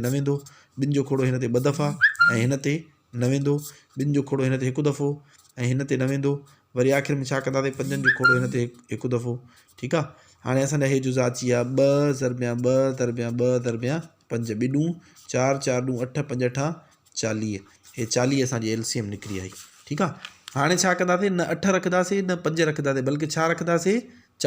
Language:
Sindhi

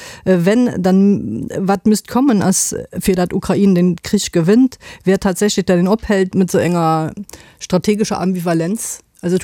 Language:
Luxembourgish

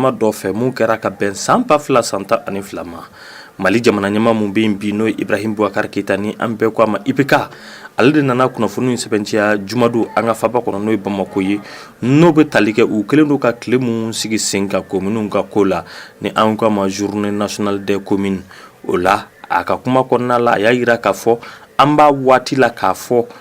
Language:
Bambara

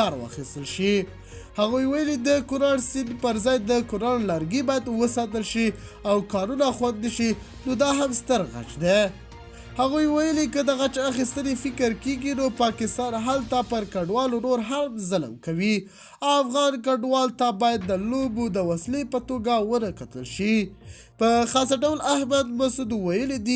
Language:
Pashto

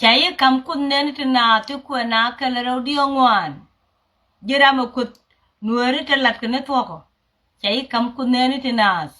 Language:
Nuer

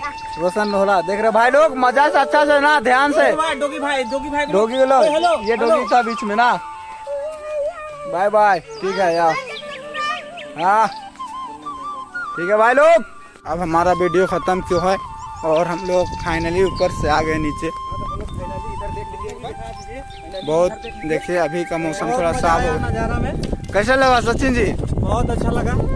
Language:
Hindi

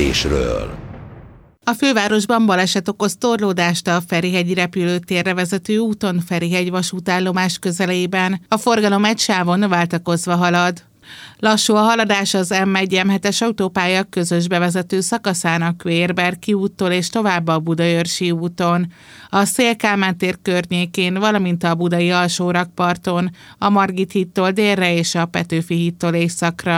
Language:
Hungarian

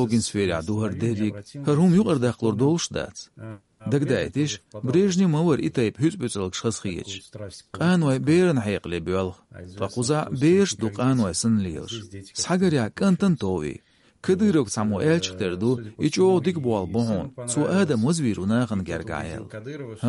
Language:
Chechen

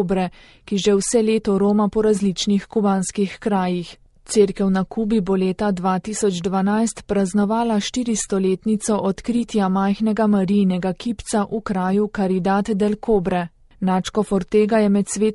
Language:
Slovenian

